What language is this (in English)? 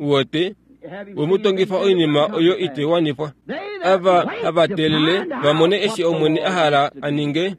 Kuanyama